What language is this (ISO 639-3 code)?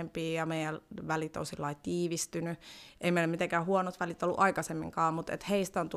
fin